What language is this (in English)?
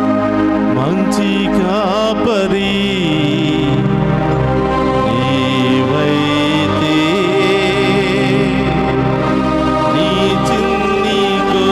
Telugu